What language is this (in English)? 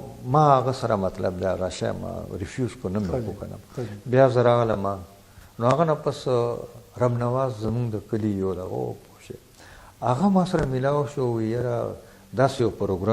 Pashto